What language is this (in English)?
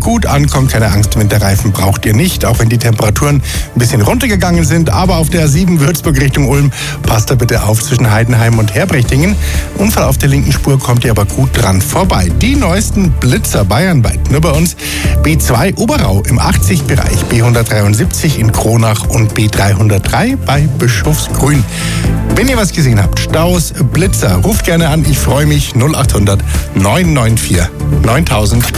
German